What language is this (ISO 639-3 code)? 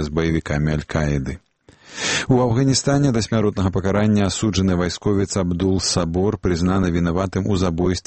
bel